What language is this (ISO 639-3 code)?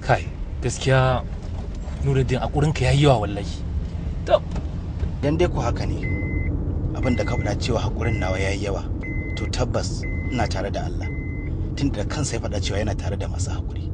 hau